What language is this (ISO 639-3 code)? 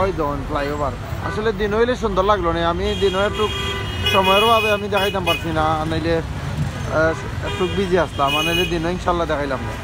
syl